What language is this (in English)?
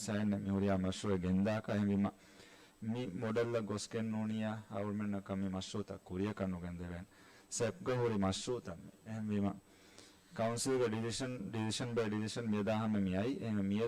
Divehi